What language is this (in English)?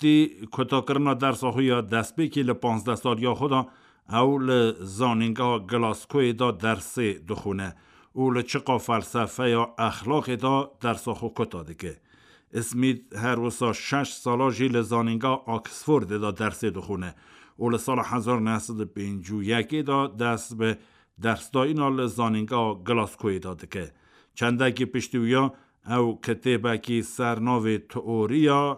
Kurdish